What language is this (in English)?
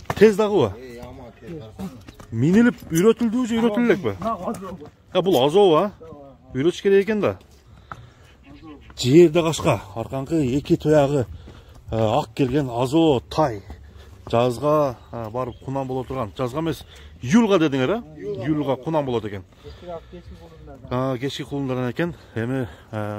Kyrgyz